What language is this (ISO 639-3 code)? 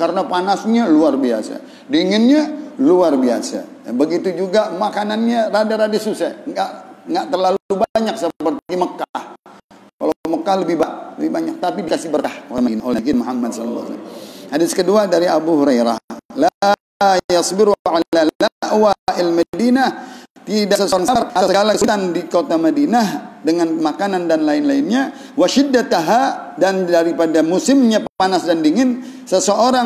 ind